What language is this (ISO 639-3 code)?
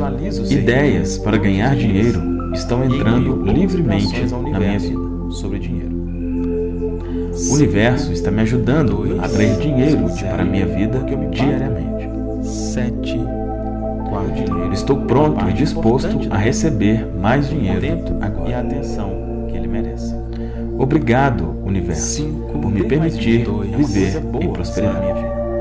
por